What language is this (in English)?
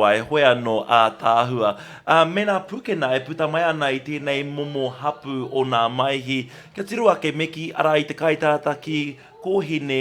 Māori